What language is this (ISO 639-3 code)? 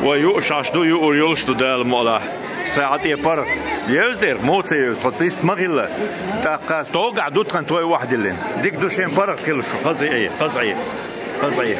che